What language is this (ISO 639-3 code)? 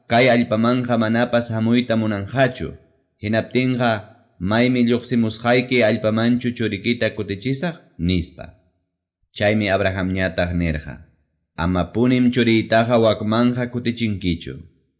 quy